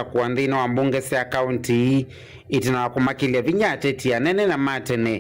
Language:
Kamba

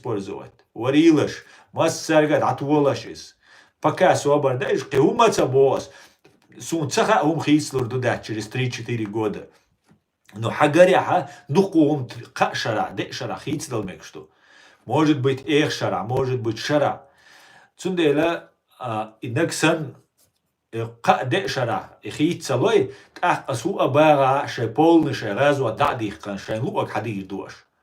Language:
Chechen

